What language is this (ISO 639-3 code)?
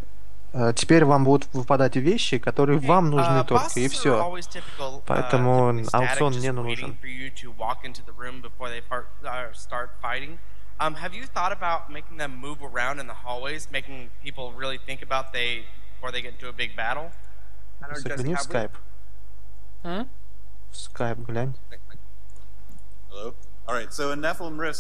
rus